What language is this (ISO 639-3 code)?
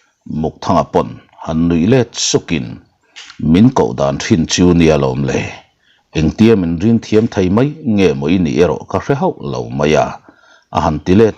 lus